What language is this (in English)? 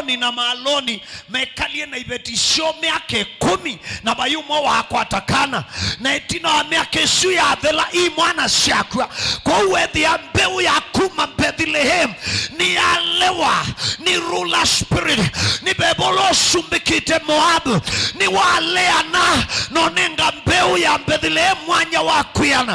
Kamba